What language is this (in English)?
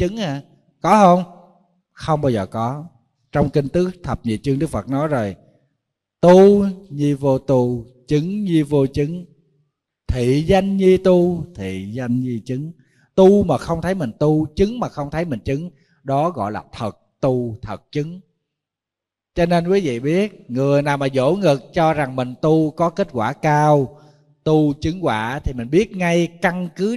Vietnamese